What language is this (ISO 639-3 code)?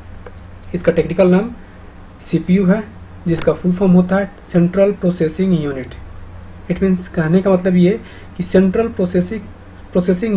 hin